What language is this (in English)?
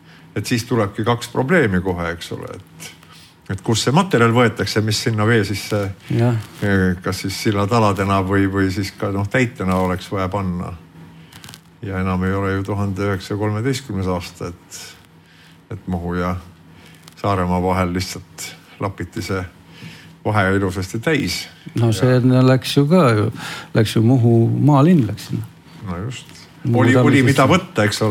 Estonian